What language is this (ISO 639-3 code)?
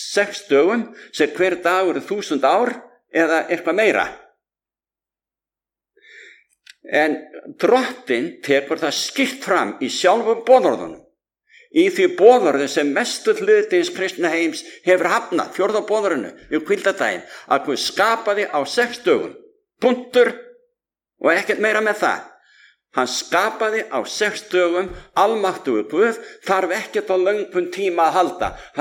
isl